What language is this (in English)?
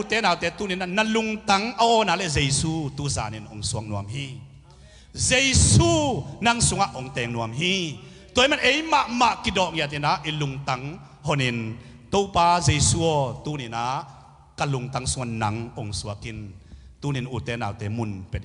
Tedim Chin